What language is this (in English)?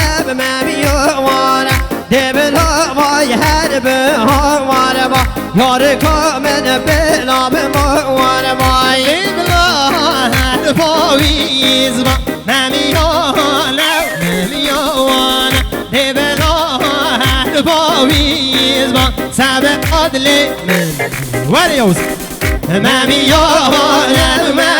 Kurdish